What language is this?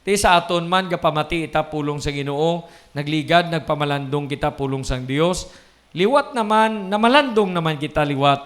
Hiligaynon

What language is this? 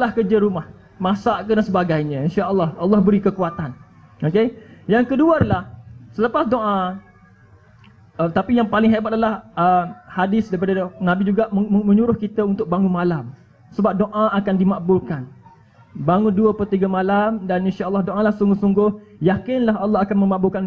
Malay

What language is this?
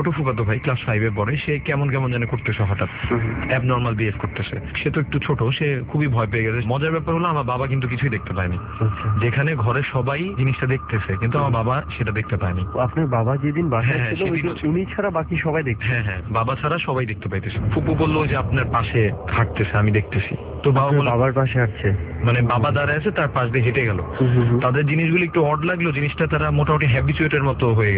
Bangla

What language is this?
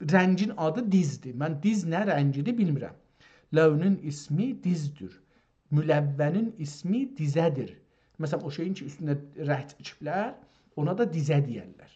South Azerbaijani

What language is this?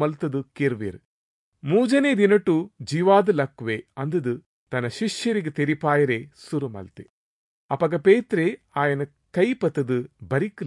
Tulu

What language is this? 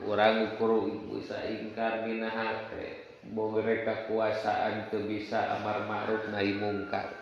Sundanese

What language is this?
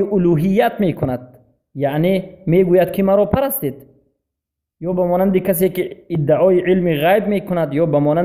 Persian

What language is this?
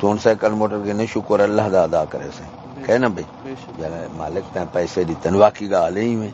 Saraiki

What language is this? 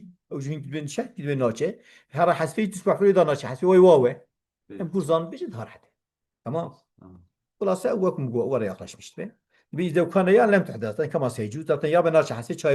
Kurdish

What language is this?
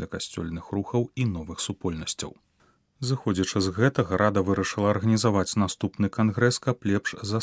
Belarusian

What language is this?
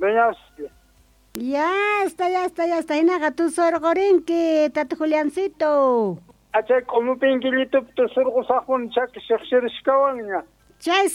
Quechua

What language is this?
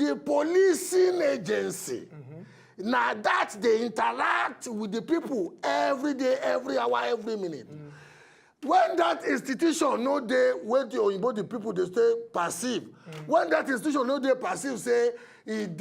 Nigerian Pidgin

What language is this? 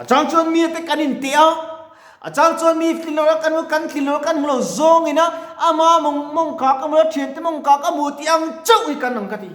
Mizo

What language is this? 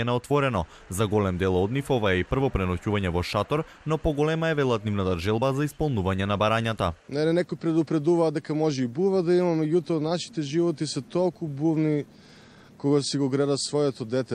Macedonian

